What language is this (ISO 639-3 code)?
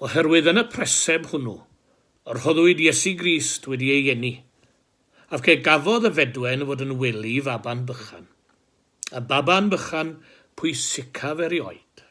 cym